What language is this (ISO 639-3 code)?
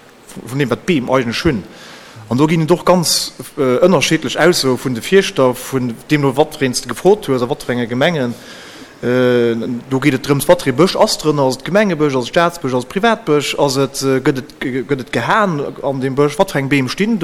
ltz